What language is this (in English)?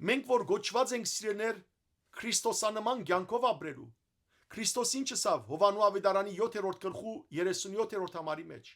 Western Armenian